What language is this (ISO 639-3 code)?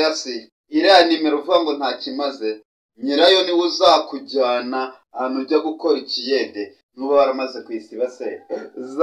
kin